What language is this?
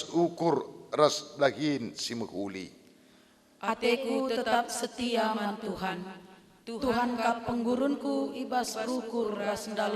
Batak Karo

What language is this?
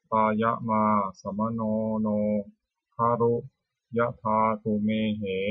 Pali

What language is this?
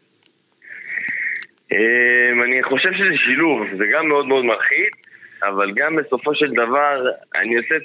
Hebrew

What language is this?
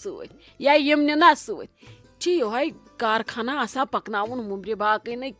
Kashmiri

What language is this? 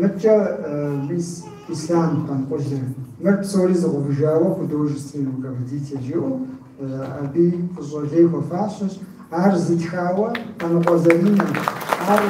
Kabardian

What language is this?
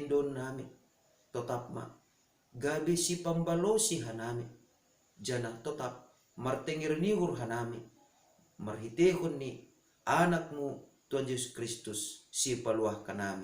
Batak Simalungun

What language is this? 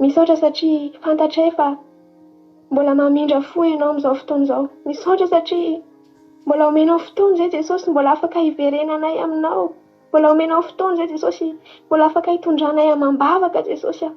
Malagasy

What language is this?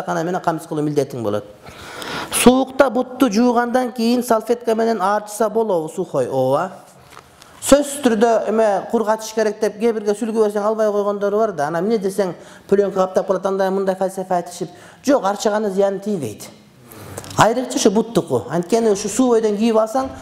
Kyrgyz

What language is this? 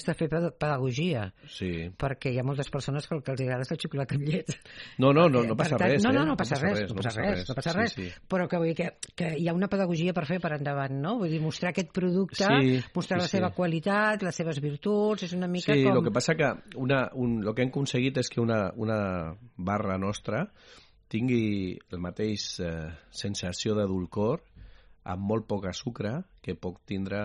Catalan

